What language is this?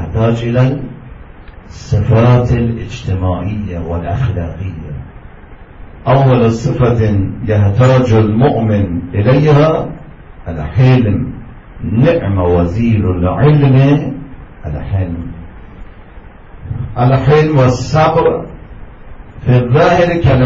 Arabic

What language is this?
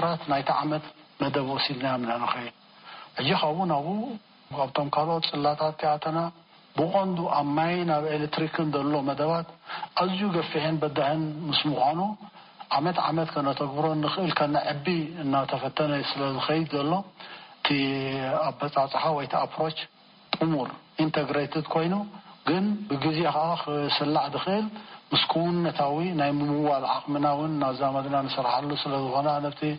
Tigrinya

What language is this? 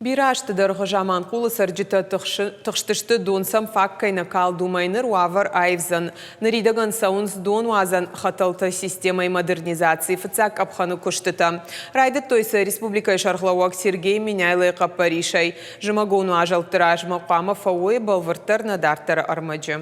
Ossetic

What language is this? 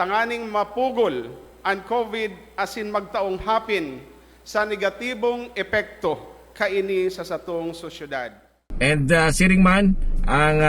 Bikol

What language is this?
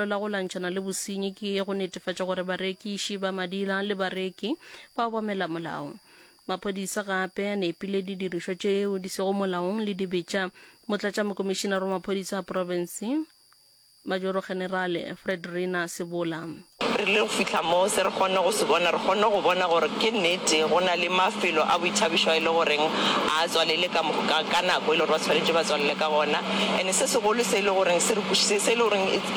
Northern Sotho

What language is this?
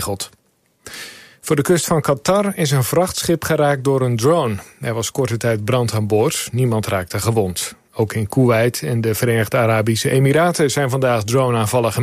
Dutch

